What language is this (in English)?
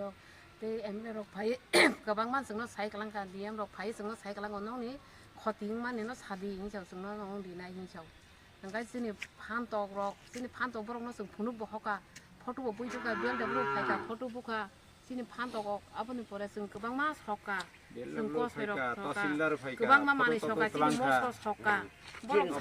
Kok Borok